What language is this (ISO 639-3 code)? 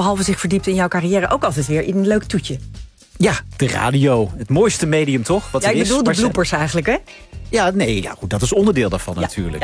nld